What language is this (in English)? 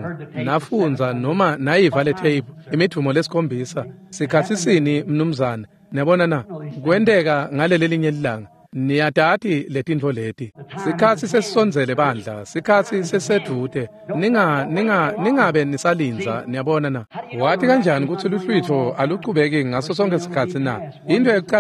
Swati